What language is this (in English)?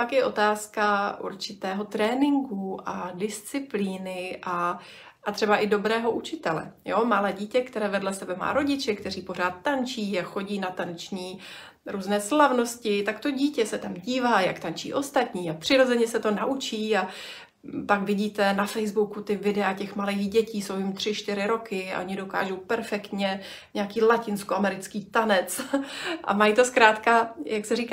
Czech